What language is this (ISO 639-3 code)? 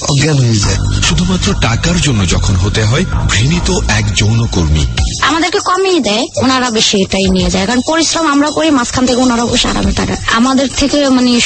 ben